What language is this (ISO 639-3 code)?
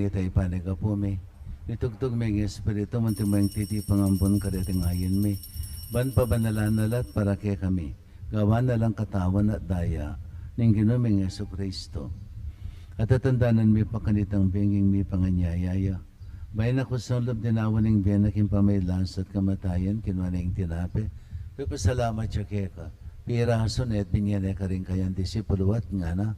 pam